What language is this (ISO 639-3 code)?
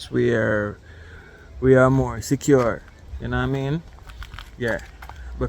jam